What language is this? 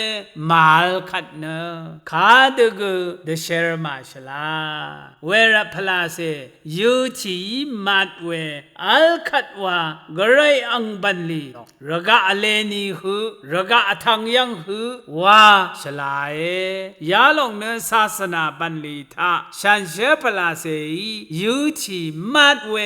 Rawang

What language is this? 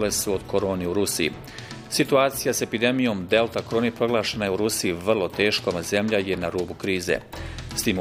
Bosnian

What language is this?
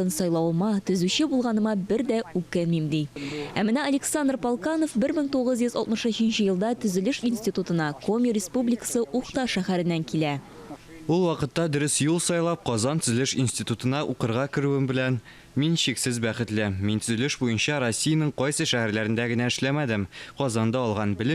Tatar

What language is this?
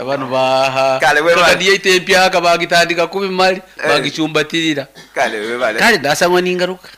Nyoro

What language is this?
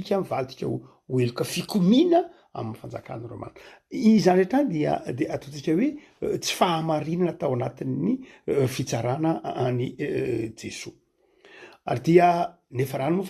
Malagasy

